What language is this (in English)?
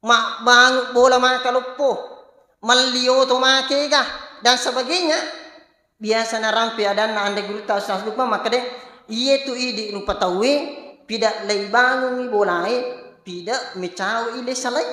Buginese